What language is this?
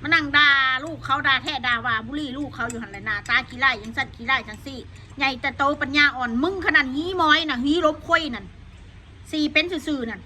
Northeastern Thai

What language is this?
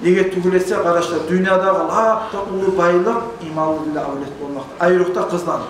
Kumyk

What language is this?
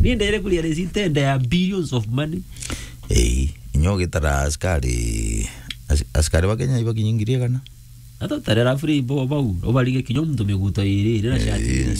Meru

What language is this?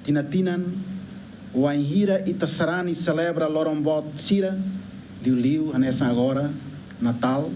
Tetum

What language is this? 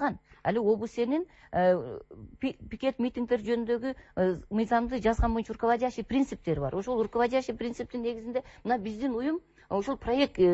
Kyrgyz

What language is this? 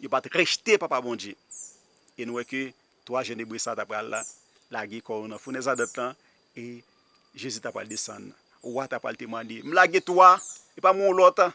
Haitian Creole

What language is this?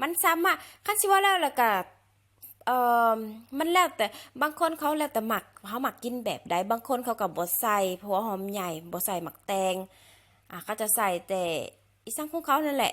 Lao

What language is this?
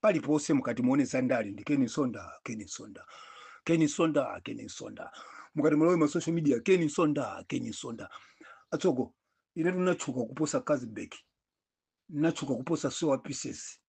Nyanja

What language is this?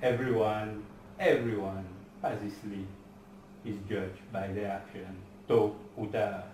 Seselwa Creole French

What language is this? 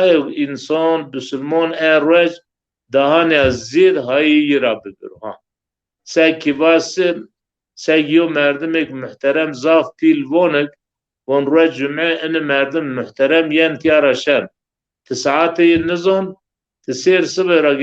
Zaza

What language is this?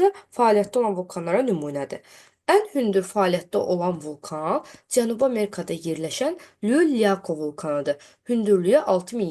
Azerbaijani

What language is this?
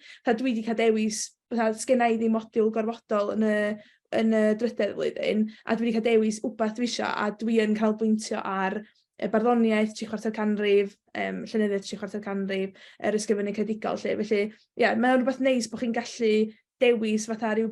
Welsh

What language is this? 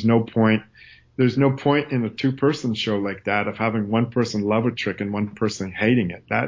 English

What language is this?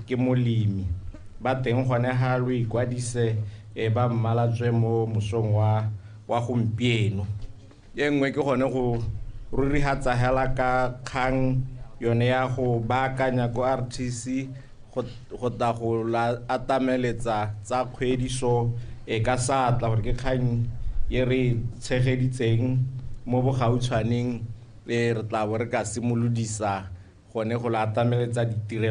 Tswana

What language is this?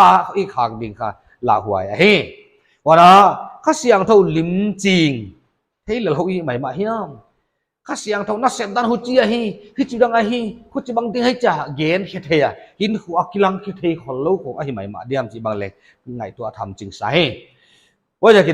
Paite Chin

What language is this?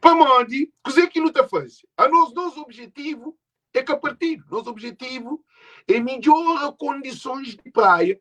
Kabuverdianu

